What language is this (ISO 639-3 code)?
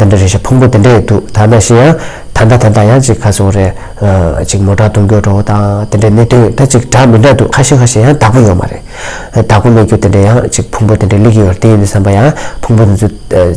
bod